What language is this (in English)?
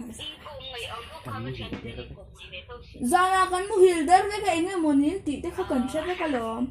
Mizo